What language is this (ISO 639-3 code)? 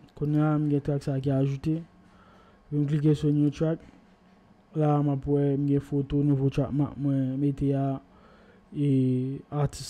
hat